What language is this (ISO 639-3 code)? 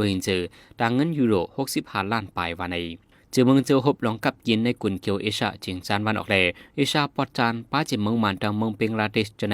shn